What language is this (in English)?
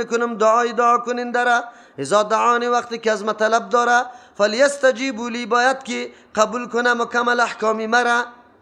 Persian